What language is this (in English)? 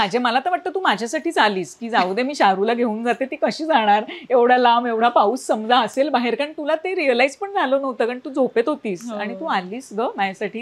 Marathi